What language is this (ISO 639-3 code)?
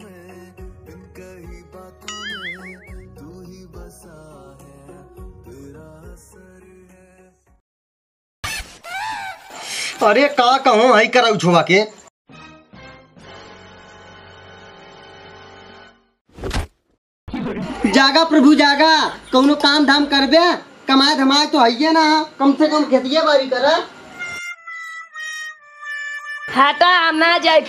bho